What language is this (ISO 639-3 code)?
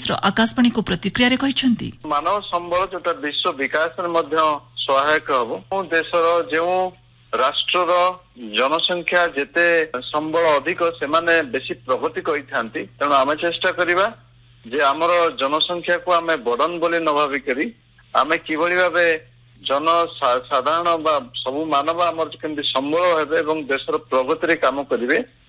ori